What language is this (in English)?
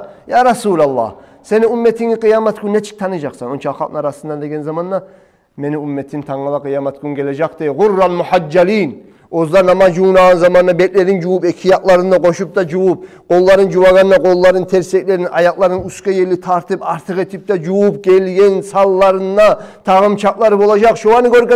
Kumyk